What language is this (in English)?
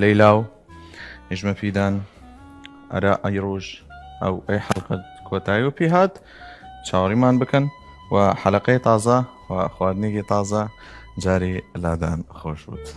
Southern Kurdish